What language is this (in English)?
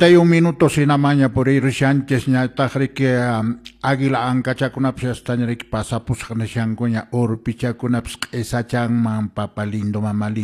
Quechua